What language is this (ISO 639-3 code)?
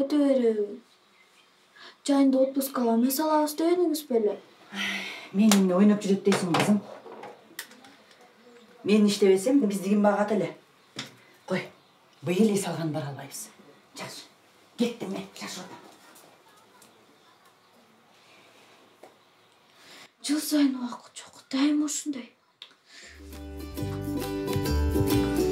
kir